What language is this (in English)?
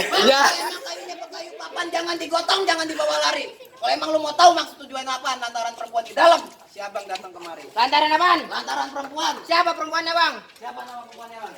Betawi